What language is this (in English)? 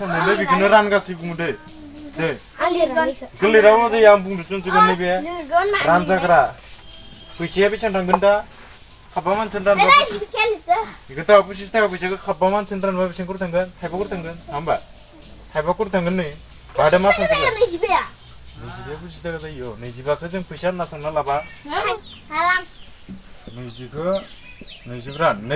Bodo